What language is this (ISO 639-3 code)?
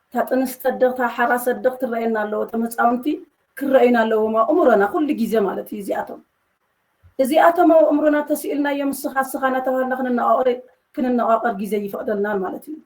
tir